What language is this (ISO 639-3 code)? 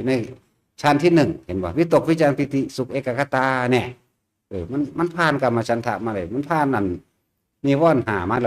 tts